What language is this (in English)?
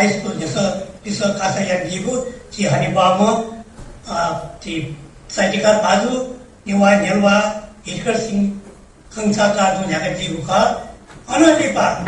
Newari